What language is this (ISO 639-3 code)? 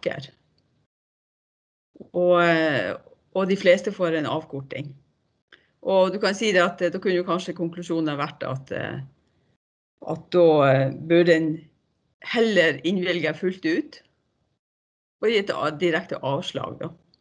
nor